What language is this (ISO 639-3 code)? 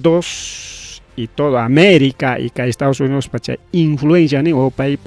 quy